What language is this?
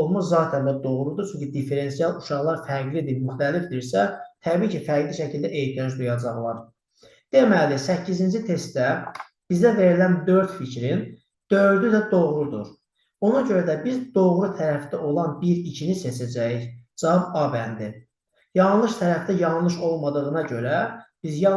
Azerbaijani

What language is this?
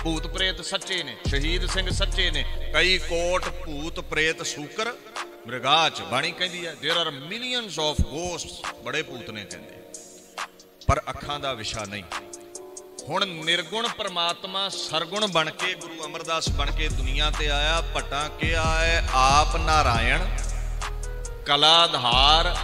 Punjabi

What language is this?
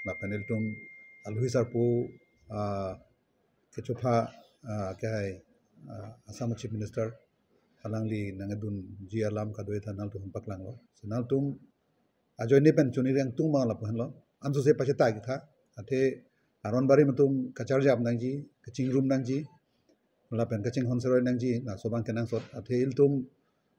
Karbi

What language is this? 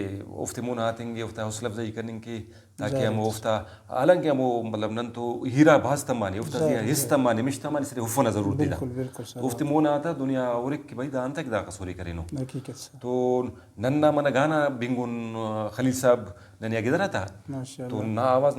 Brahui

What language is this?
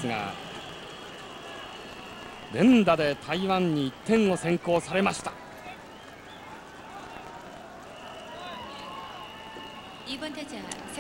Japanese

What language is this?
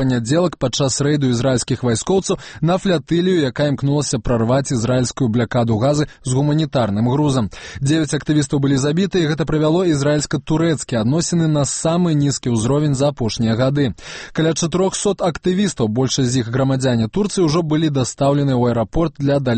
Belarusian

